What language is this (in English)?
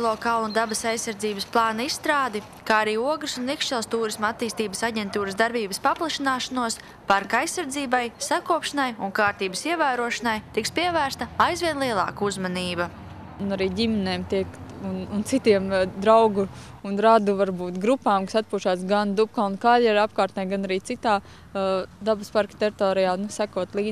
Latvian